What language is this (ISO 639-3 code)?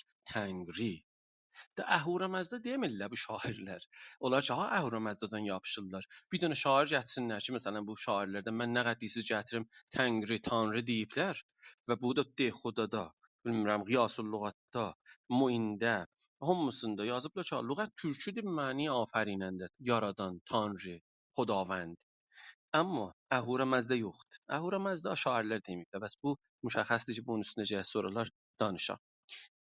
azb